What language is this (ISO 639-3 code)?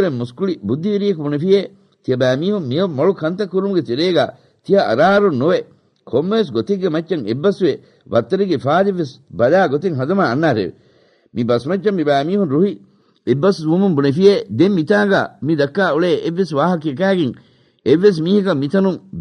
div